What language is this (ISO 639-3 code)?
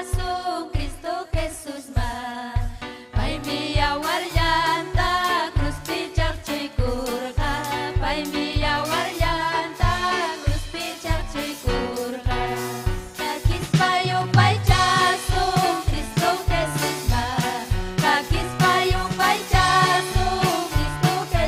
quy